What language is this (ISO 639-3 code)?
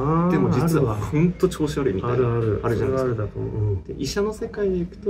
jpn